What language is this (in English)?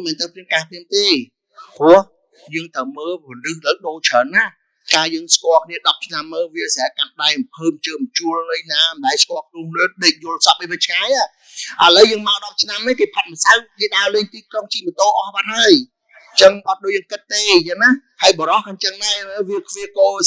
Khmer